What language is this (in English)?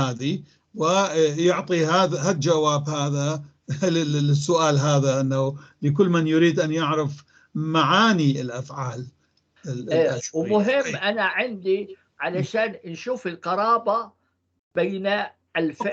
North Levantine Arabic